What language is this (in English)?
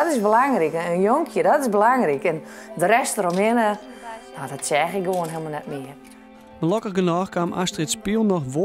Western Frisian